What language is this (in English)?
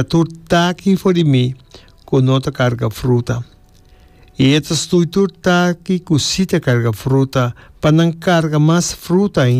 Papiamento